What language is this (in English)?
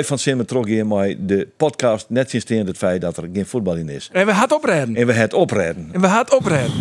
Western Frisian